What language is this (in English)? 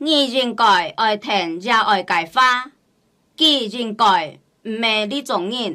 Hakka Chinese